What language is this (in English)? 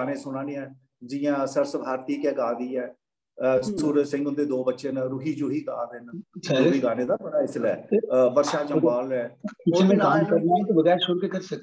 Dogri